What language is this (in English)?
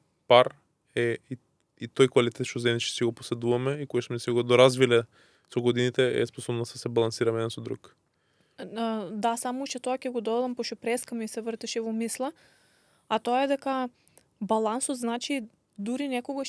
Macedonian